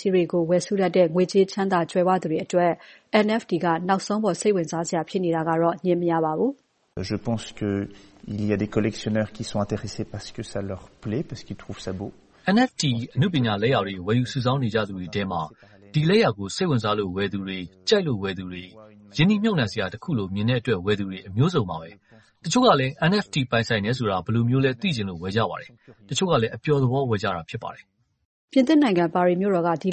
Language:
Burmese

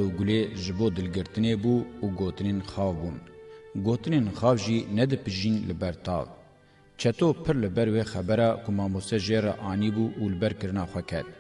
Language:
Kurdish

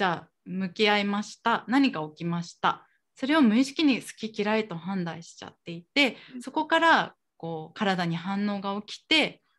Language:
Japanese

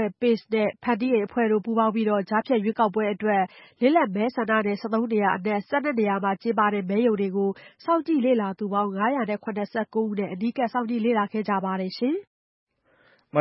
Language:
Burmese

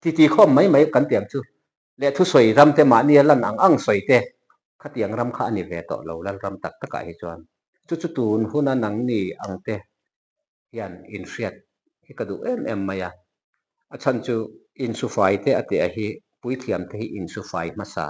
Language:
Mizo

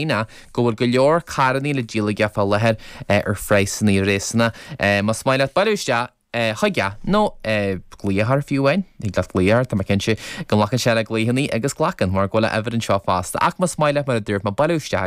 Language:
Irish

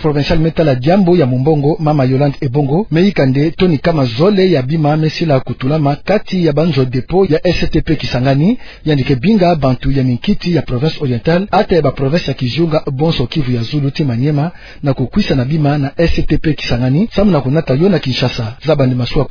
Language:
Kituba (Democratic Republic of Congo)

